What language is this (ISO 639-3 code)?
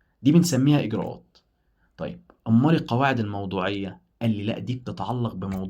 arz